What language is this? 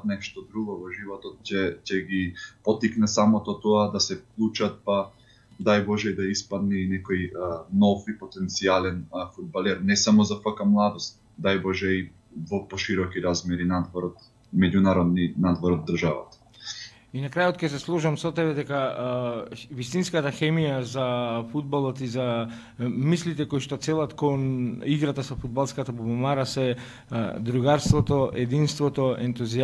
Macedonian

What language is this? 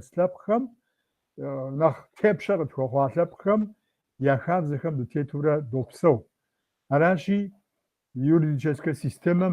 Kabardian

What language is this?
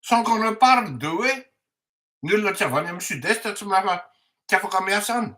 Malagasy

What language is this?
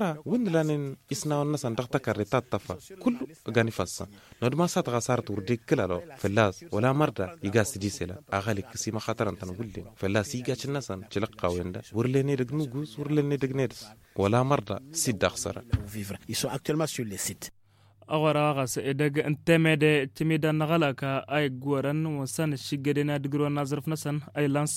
Hausa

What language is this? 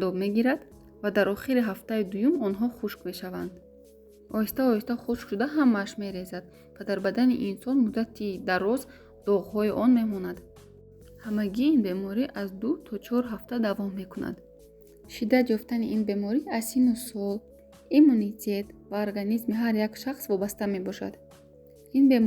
Tajik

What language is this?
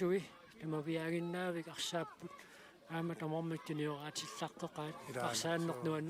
Kalaallisut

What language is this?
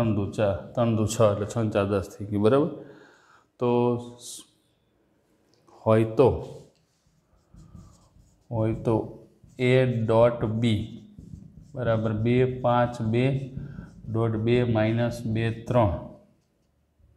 Gujarati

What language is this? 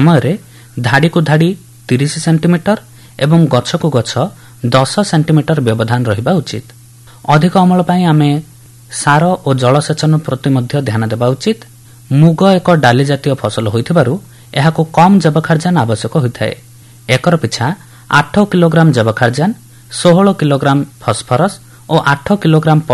Odia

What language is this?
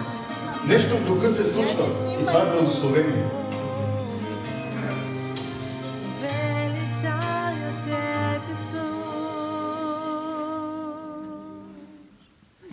Bulgarian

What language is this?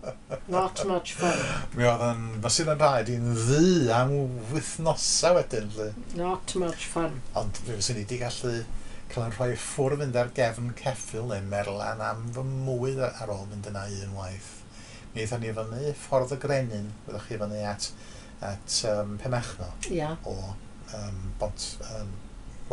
Welsh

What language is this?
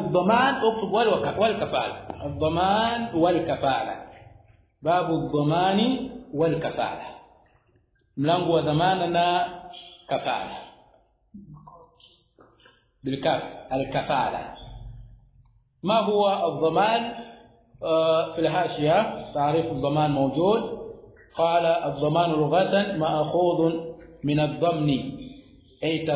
Swahili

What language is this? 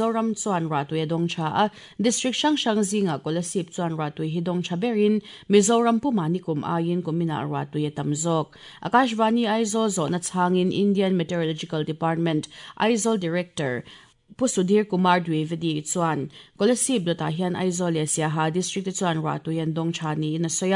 Mizo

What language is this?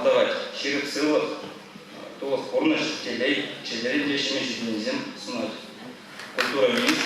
Chuvash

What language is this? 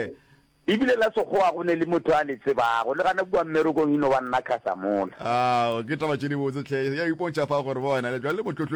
Northern Sotho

